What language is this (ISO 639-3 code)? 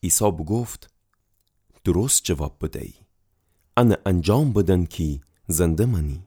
glk